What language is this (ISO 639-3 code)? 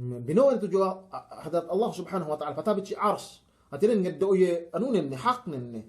yka